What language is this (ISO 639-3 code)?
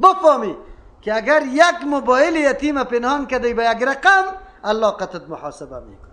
fas